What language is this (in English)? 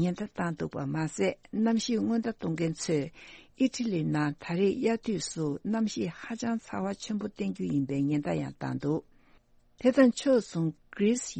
Tibetan